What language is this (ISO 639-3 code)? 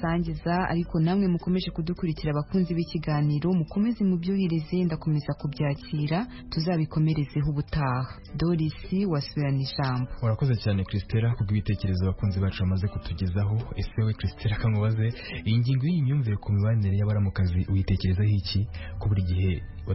kin